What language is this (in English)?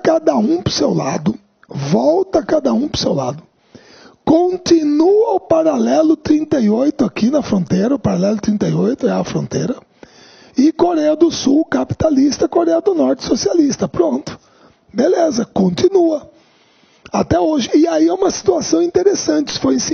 Portuguese